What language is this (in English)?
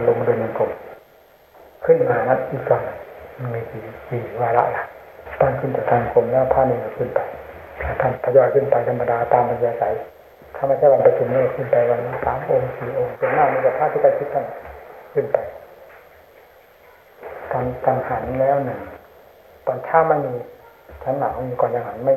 Thai